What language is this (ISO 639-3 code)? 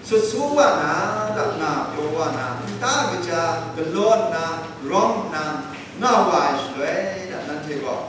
kac